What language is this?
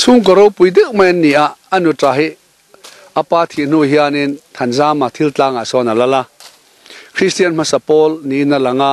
Mizo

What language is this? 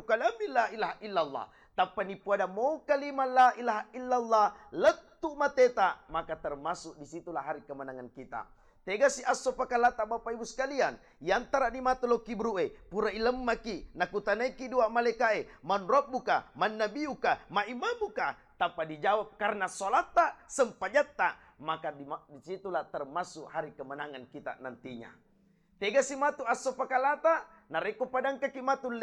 Buginese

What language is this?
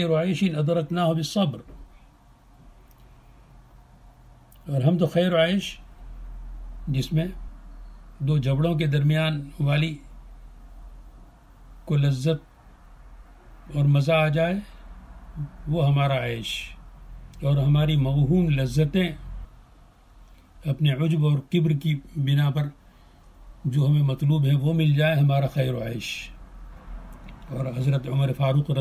Urdu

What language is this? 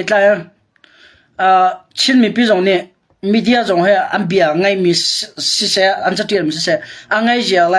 Hakha Chin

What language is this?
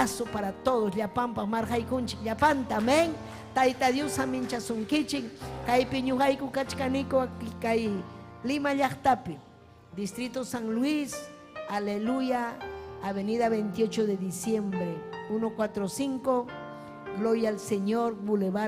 Ayacucho Quechua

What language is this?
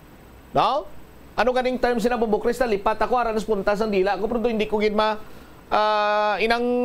Hiligaynon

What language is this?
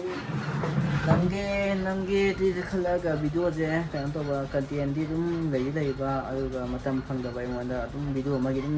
Manipuri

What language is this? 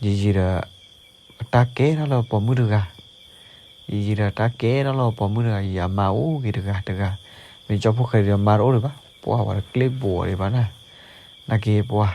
S'gaw Karen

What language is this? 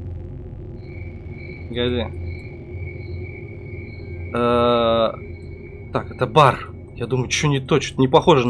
Russian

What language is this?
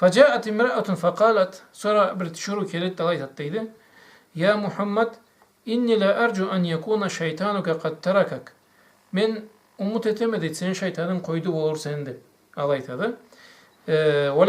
Karachay-Balkar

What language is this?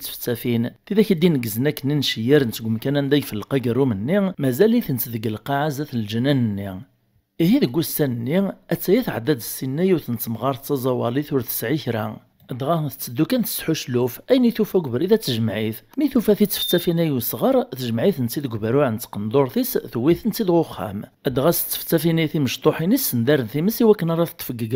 Kabyle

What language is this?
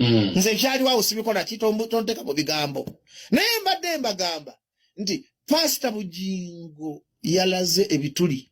Ganda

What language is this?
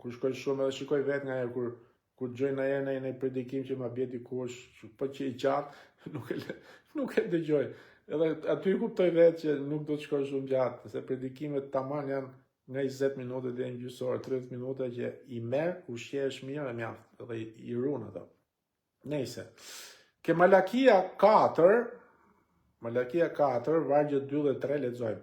Albanian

